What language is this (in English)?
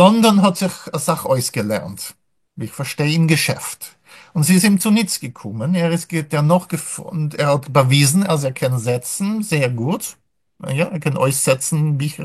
Yiddish